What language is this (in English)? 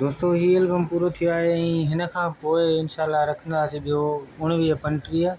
Sindhi